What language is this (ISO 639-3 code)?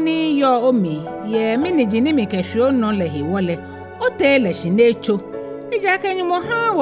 gaa